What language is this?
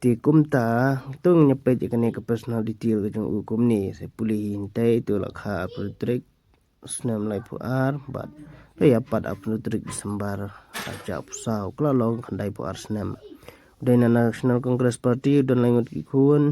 Khasi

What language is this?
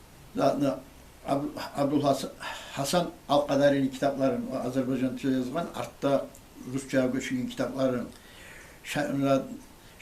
Kumyk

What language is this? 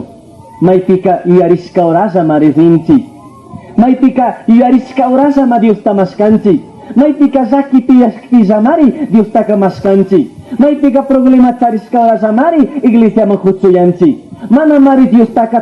Chimborazo Highland Quichua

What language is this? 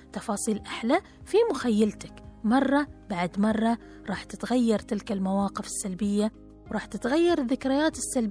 Gulf Arabic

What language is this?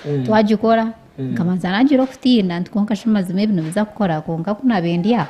Nyankole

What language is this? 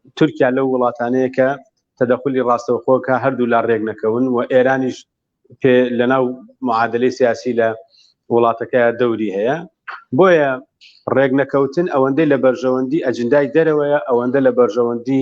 Central Kurdish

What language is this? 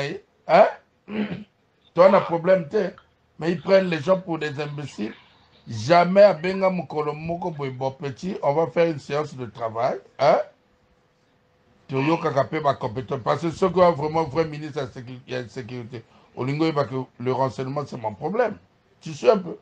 French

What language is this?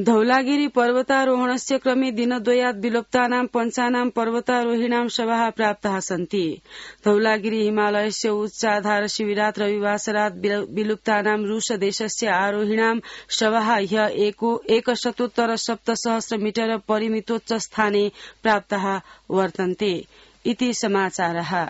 Sanskrit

